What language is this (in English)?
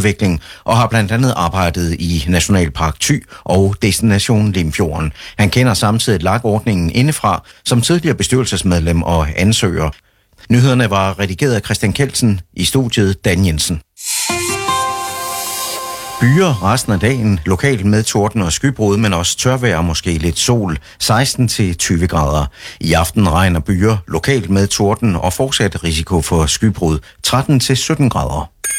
Danish